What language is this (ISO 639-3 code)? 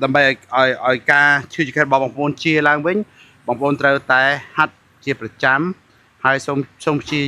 khm